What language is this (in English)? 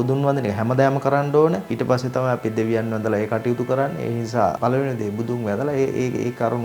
Sinhala